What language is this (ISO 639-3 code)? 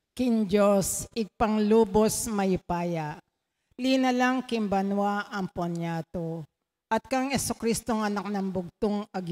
pam